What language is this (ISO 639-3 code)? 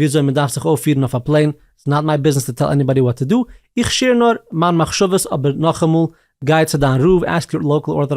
yid